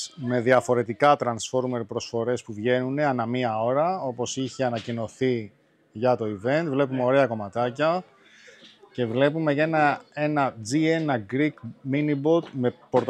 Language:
Greek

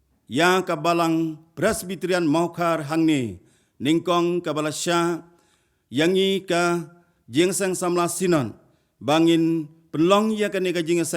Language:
Khasi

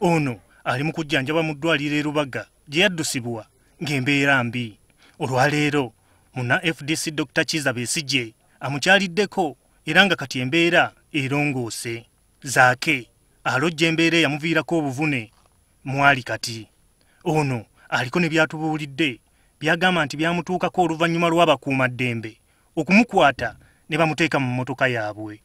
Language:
Ganda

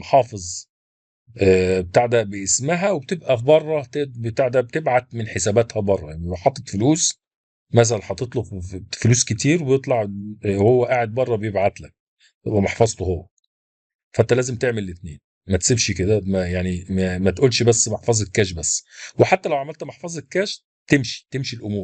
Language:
Egyptian Arabic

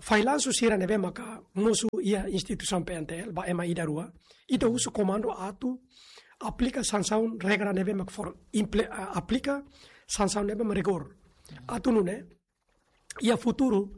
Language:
Tetum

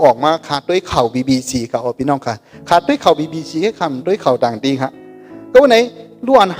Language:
Shan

